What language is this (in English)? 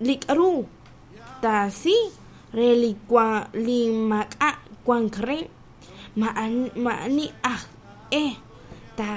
Kekchí